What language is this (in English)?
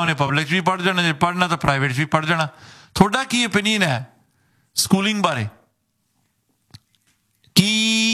Punjabi